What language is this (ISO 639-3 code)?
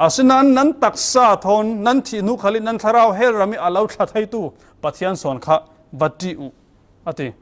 cfm